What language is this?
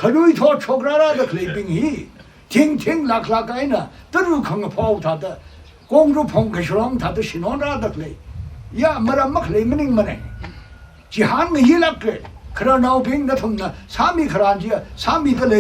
Tangkhul Naga (India)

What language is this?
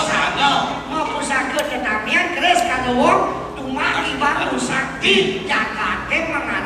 Balinese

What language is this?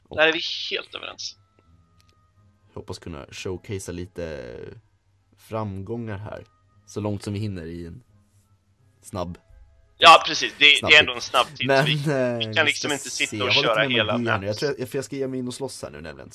Swedish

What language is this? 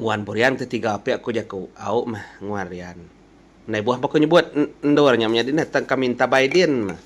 Iban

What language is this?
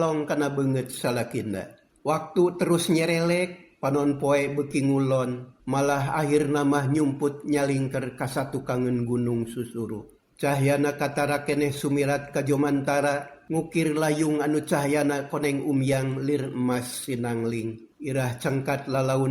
Sundanese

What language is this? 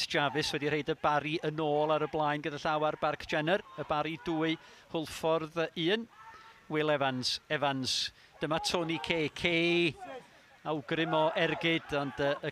Welsh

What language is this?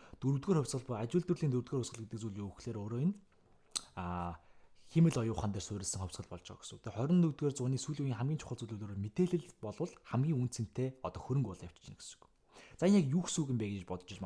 Mongolian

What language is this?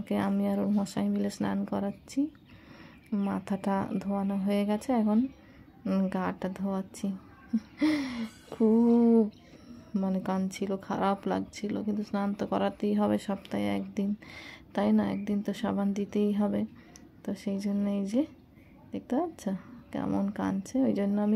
Bangla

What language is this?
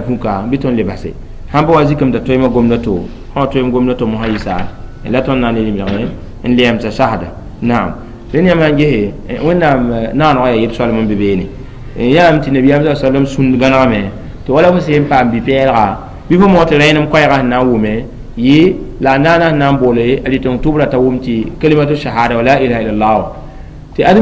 Mossi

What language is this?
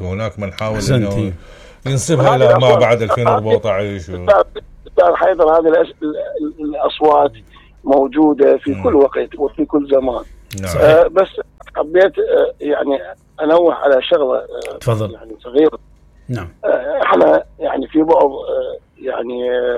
Mesopotamian Arabic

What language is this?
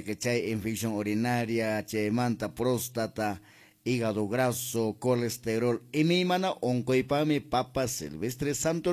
Quechua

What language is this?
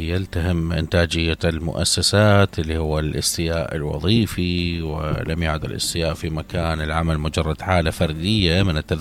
Mesopotamian Arabic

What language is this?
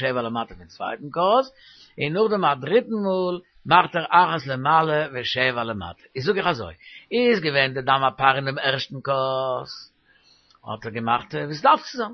Yiddish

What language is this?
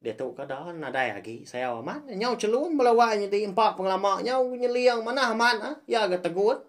Iban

